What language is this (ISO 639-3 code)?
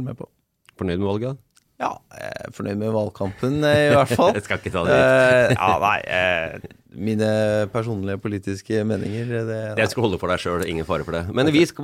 nor